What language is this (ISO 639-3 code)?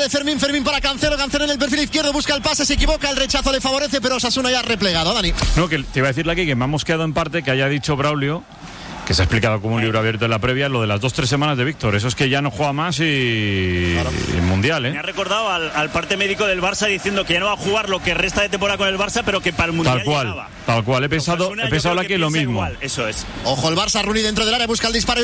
spa